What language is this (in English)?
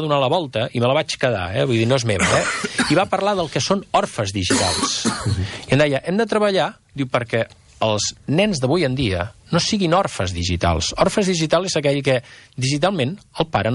Catalan